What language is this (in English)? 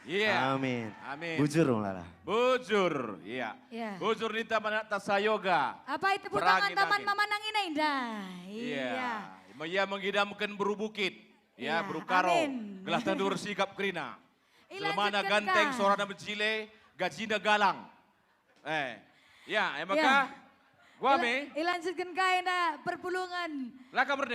Batak Karo